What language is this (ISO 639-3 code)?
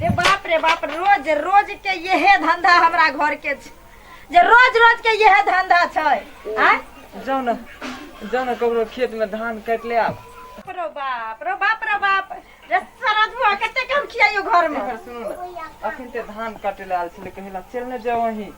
mai